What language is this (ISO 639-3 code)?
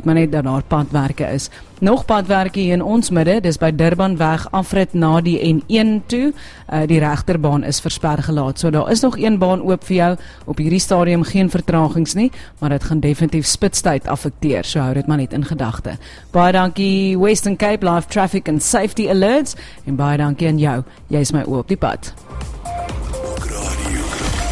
afr